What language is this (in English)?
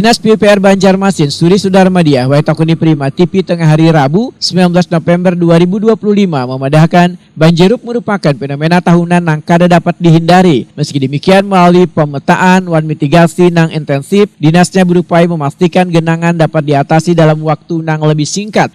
Banjar